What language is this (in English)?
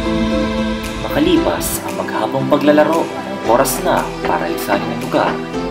Filipino